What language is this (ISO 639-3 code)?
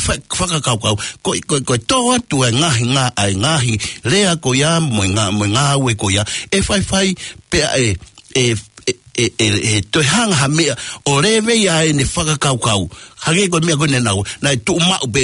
ton